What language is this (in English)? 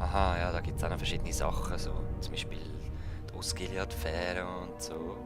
Swiss German